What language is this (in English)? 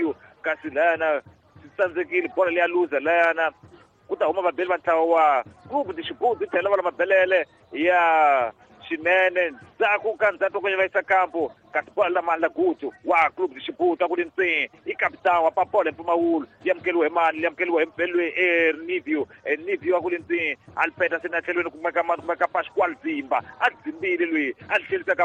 Tsonga